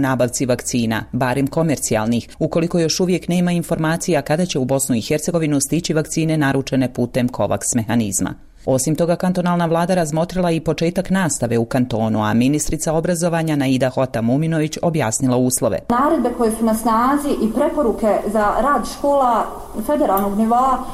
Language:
Bosnian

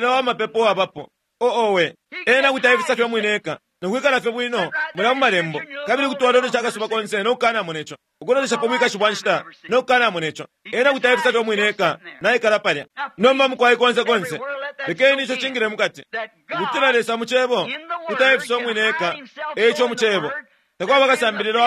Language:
Bemba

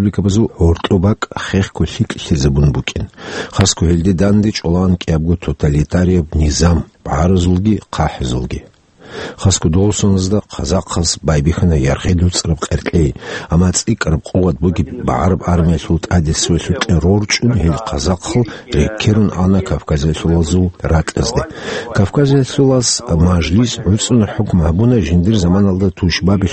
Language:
Avaric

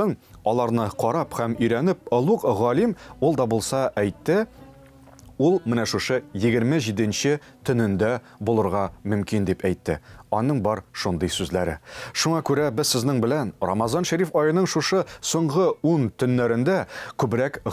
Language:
Tatar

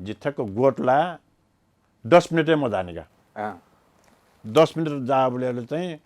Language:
Newari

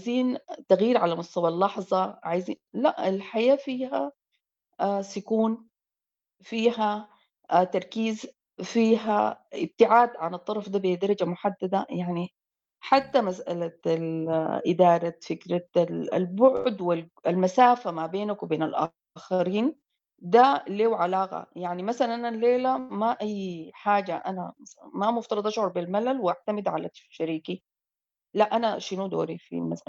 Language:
Sudanese Arabic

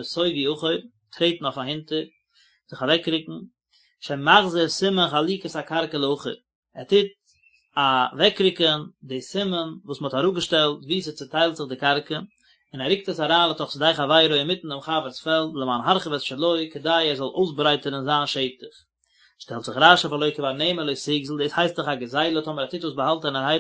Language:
Yiddish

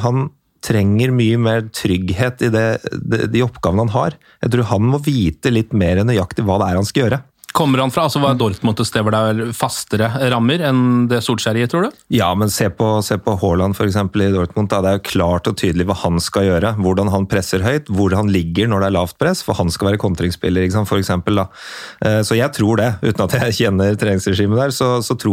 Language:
Norwegian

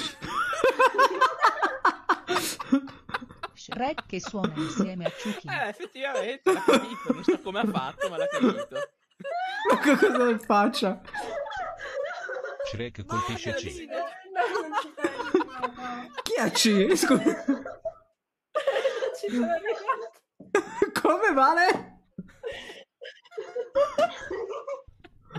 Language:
Italian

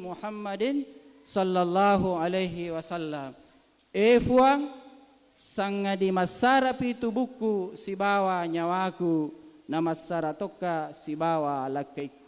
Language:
Buginese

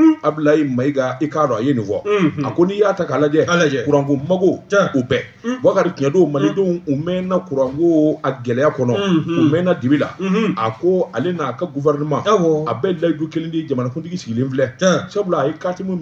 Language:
Bambara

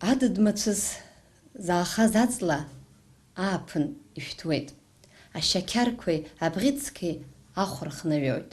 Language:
Abkhazian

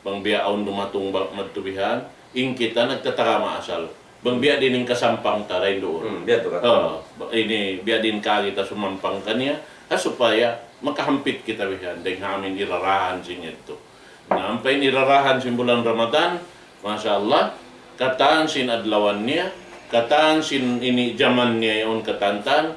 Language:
Tausug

